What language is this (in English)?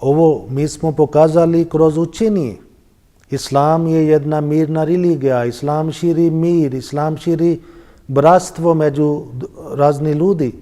Bosnian